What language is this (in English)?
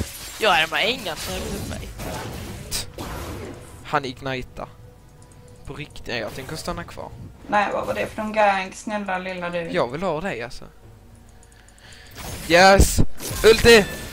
Swedish